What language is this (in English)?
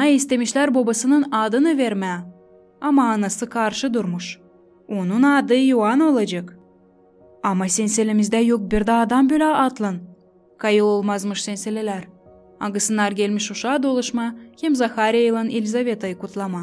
Gagauz